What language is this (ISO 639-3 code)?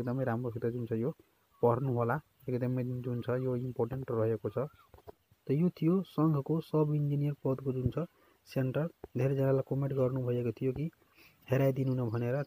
nep